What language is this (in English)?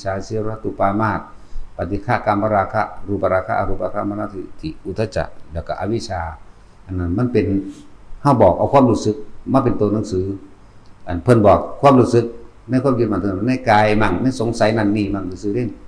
Northeastern Thai